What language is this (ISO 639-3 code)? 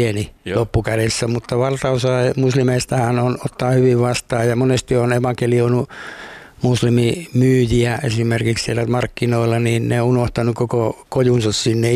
fin